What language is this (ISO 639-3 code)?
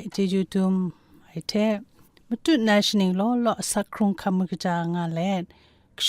kac